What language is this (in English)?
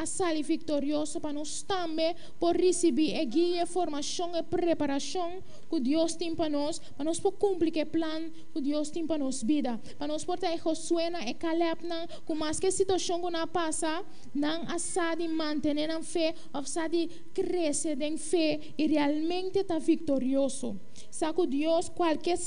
Papiamento